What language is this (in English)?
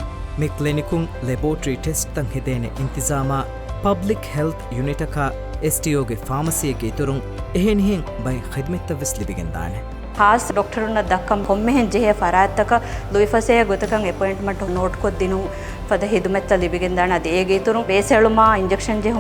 Divehi